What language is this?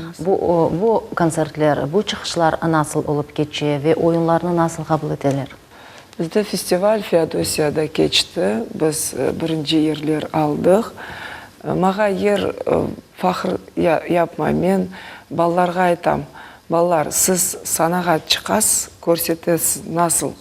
Crimean Tatar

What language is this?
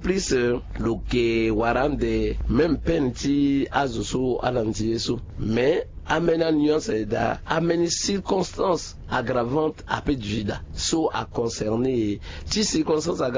Sango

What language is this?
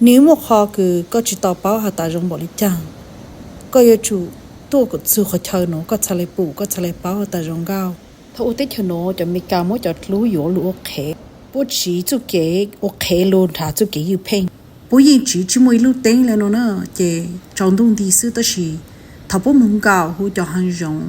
Hmong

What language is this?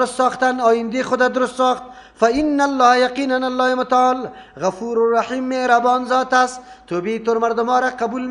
Persian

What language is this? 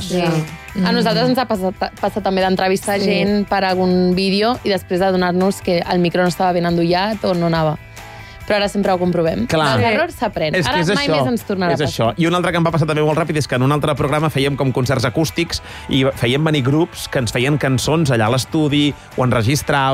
Catalan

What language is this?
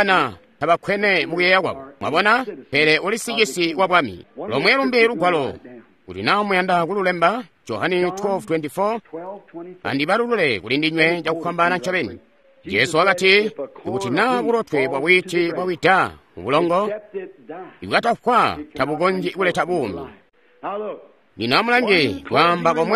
Tonga (Zambia)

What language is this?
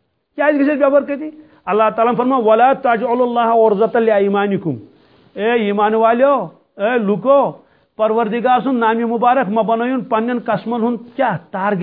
Kashmiri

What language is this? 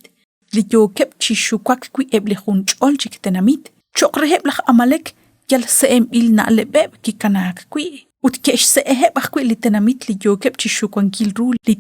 Kekchí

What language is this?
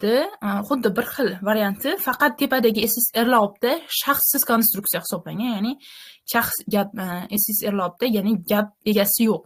Uzbek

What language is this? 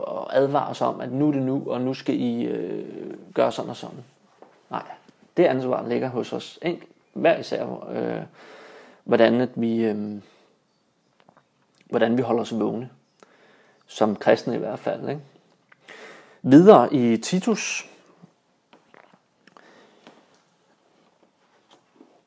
Danish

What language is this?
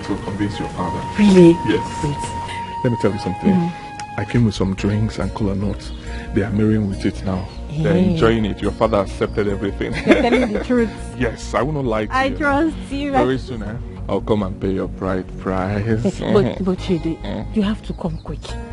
Nigerian Pidgin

